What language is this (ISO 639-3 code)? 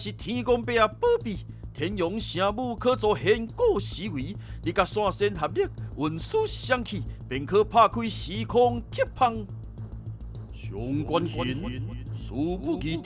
nan